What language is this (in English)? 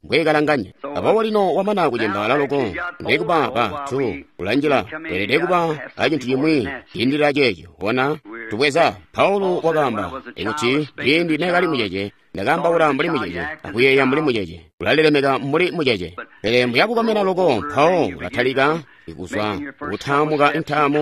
Tonga (Zambia)